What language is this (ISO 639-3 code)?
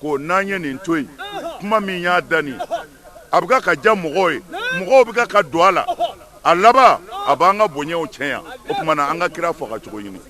bam